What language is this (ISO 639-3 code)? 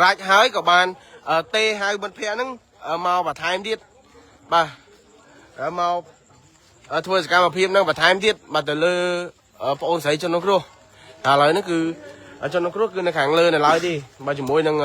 khm